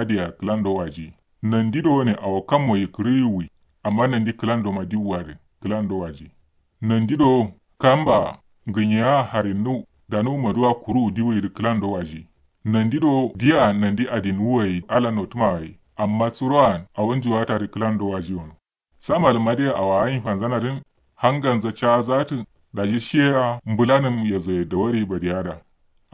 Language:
Kanuri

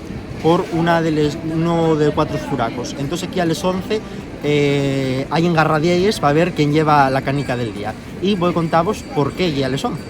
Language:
Asturian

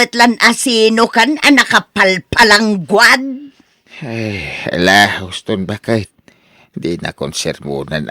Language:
Iloko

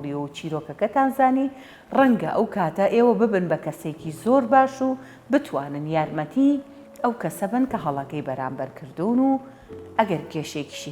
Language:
Central Kurdish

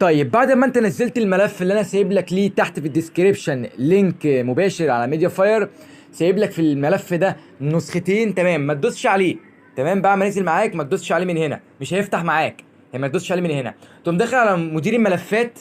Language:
Egyptian Arabic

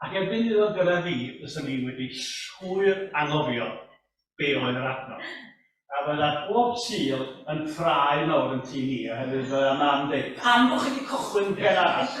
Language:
Welsh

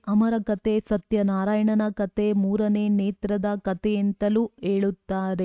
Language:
Kannada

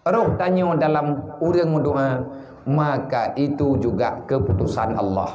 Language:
Achinese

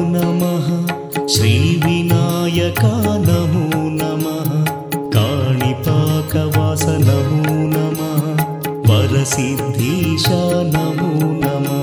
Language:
Telugu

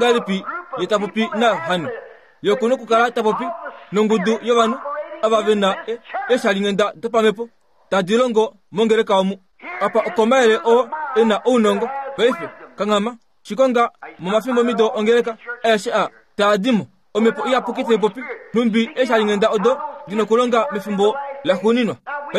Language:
Kuanyama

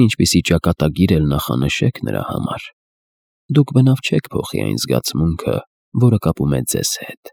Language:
Armenian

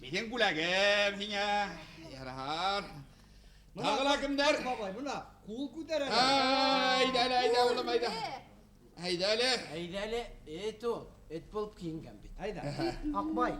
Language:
Bashkir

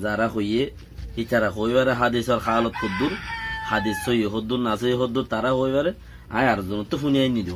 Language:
Rohingya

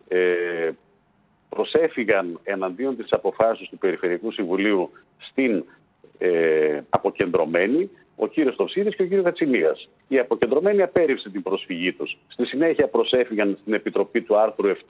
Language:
Greek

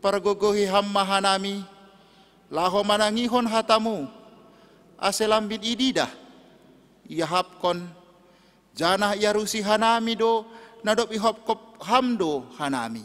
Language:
Batak Simalungun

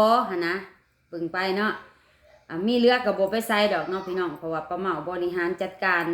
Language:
Lao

